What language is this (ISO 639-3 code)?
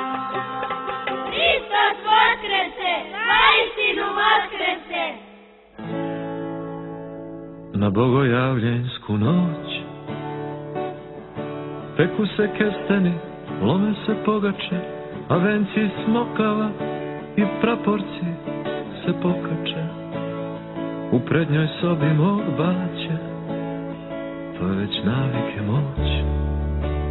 srp